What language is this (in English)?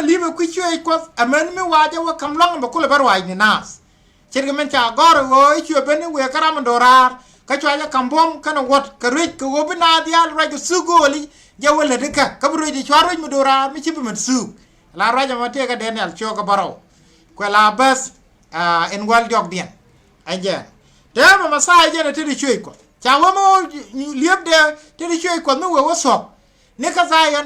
Nuer